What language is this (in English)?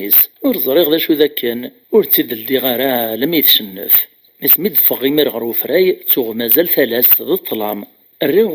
Kabyle